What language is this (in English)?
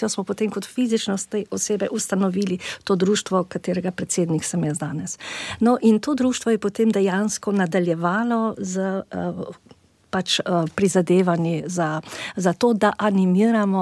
Slovenian